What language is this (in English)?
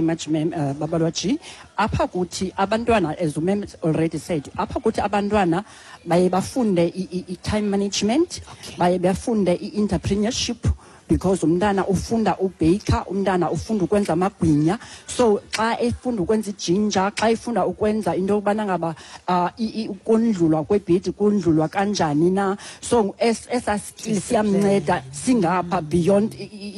Xhosa